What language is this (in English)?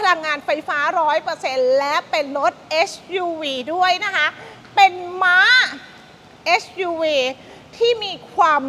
Thai